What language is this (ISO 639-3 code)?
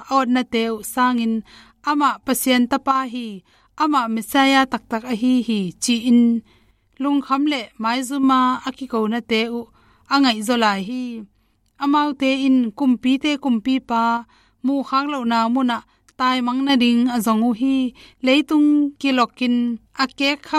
ctd